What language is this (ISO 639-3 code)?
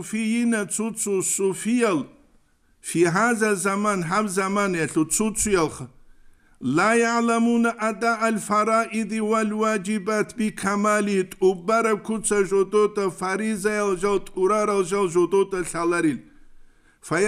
ava